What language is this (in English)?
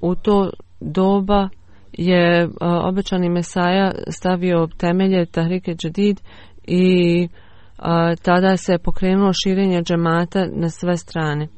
Bosnian